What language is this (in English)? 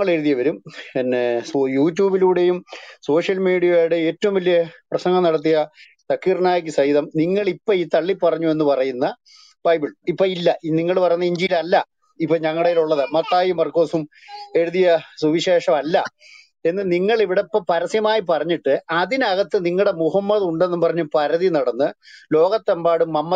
Malayalam